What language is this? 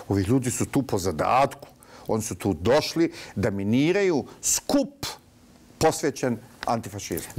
Bosnian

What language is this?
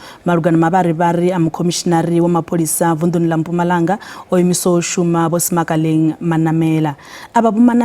Venda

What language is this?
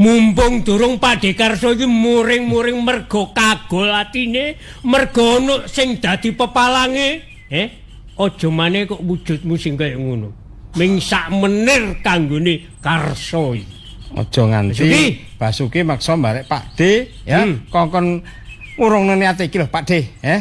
Javanese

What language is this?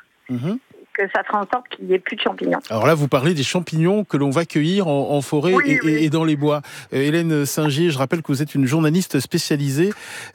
French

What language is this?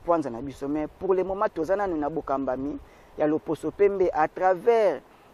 Lingala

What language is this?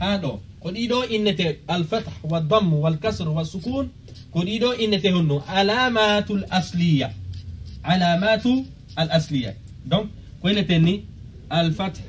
Fula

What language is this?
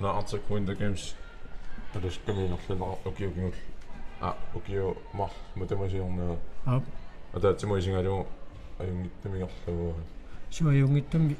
Kalaallisut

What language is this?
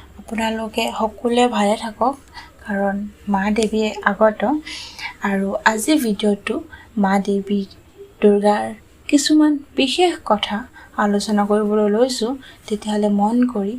Assamese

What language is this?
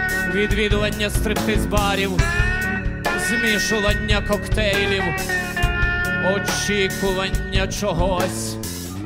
Ukrainian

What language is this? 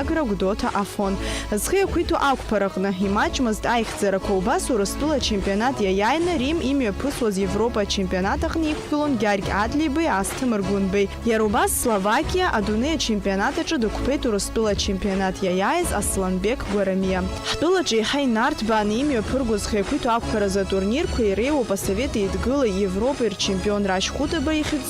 Abkhazian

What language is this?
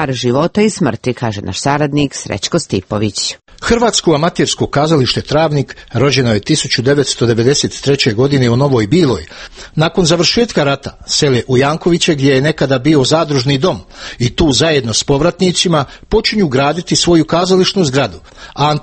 Croatian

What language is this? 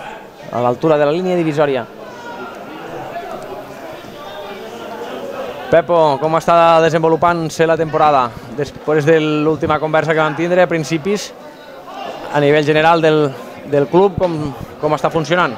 Catalan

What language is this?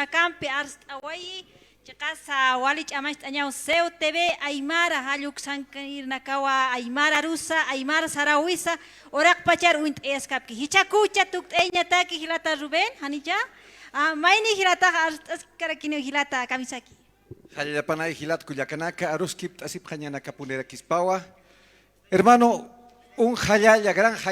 Aymara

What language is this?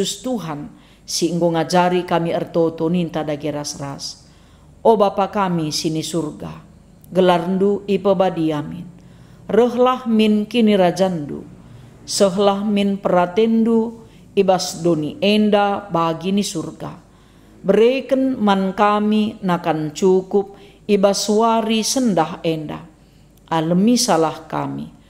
Batak Karo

